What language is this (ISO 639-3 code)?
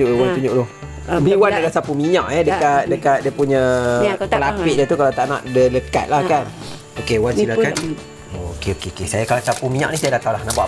msa